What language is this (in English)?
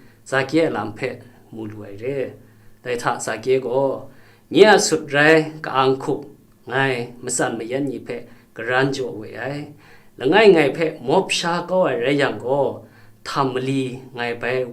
Kachin